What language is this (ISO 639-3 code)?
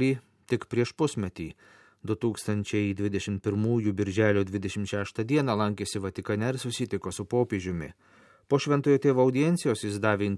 lit